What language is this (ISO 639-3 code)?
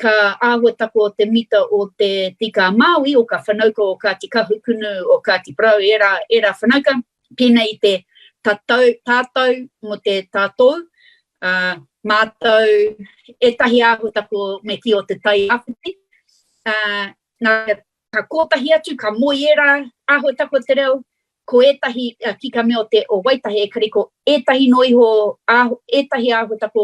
mri